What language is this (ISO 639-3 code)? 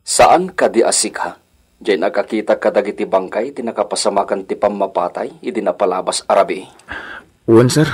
ilo